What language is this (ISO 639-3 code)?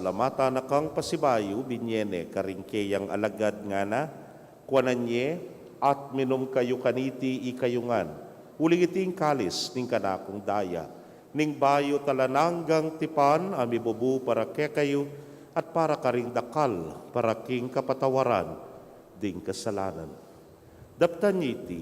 pam